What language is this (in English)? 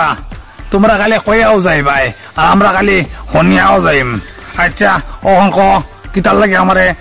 Sylheti